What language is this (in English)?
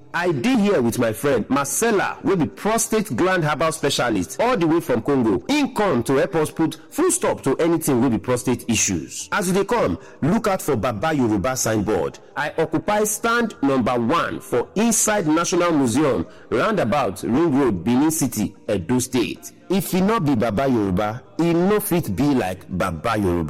Nigerian Pidgin